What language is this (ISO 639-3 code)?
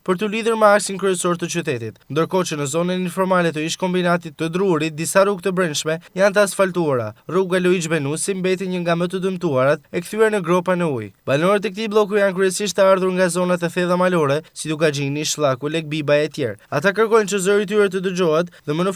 sqi